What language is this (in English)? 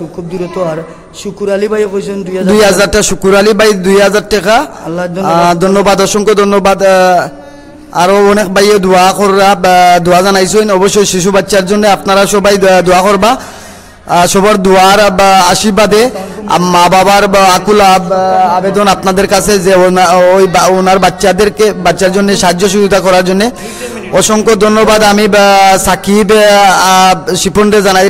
Sylheti